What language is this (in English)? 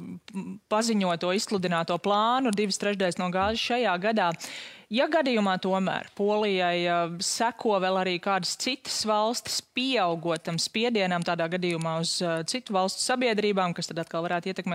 Latvian